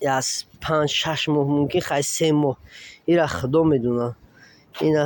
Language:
Tajik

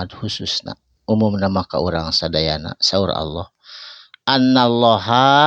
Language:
Sundanese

